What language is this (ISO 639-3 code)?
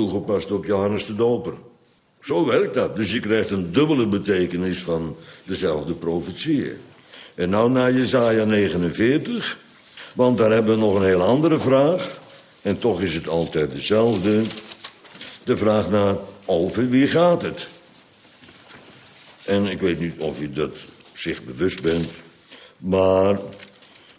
nld